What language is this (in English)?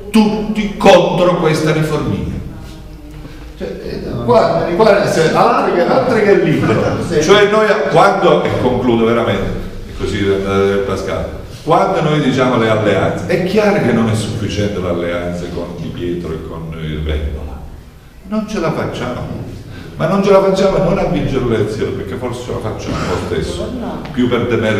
Italian